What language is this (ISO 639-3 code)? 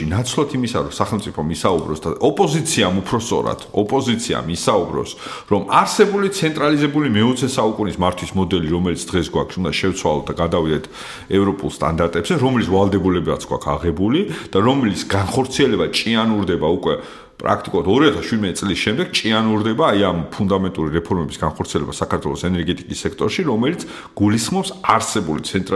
kat